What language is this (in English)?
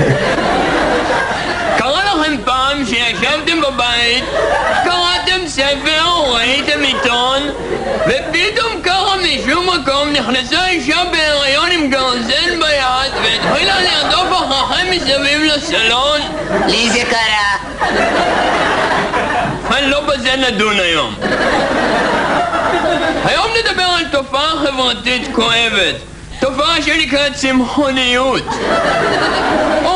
Hebrew